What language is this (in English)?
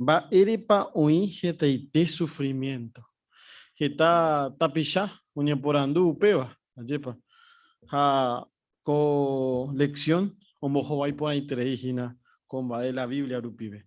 Guarani